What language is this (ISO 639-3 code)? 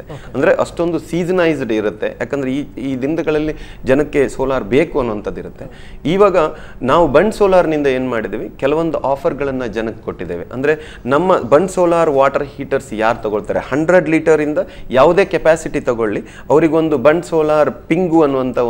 kan